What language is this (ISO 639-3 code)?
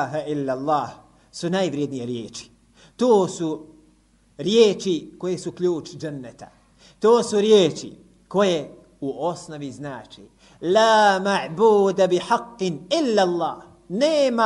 bos